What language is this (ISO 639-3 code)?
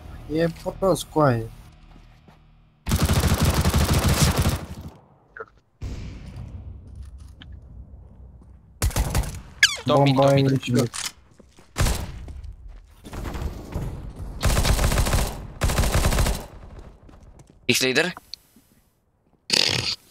ron